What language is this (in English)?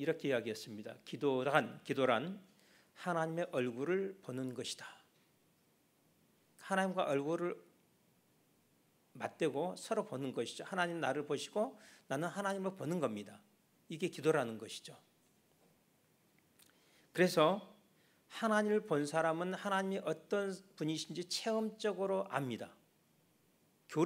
Korean